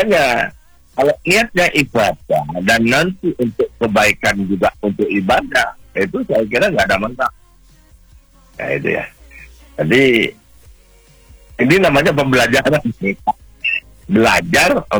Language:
Indonesian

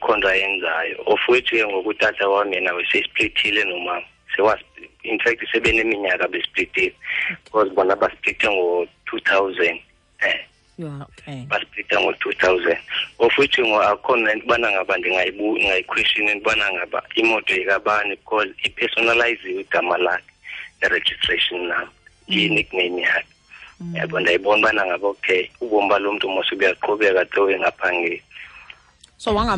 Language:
Xhosa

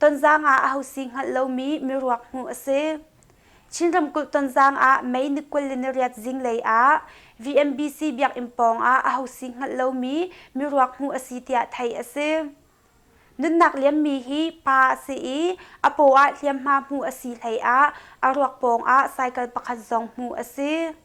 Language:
Hakha Chin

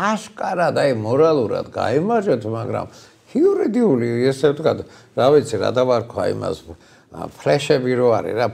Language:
Georgian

